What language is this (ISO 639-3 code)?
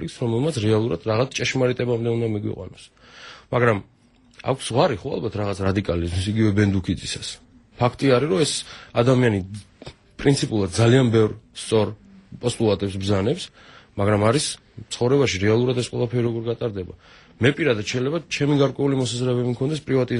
kat